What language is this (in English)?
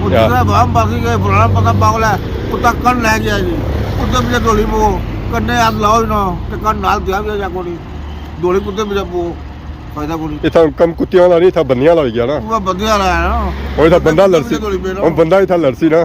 Pahari-Potwari